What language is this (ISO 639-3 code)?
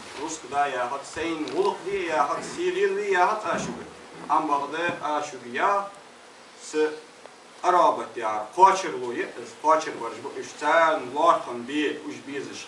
inh